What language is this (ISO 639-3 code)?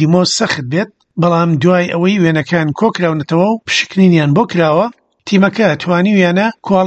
ckb